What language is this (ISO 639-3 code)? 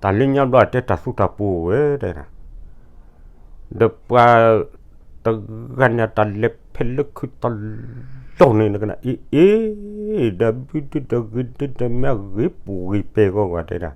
ksw